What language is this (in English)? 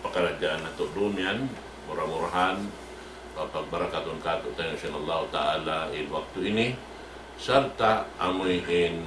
Tausug